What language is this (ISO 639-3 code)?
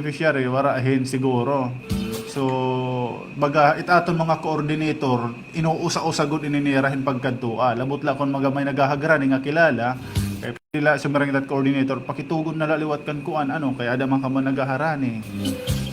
war